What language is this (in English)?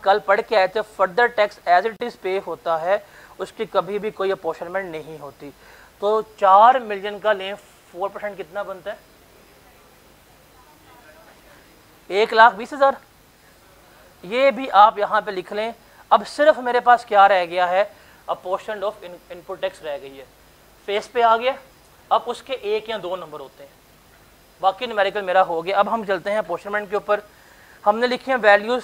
Hindi